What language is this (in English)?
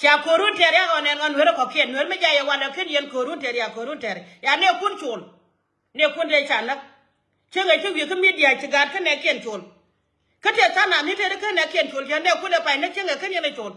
Nuer